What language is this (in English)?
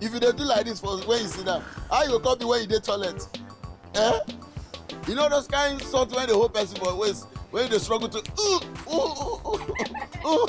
Nigerian Pidgin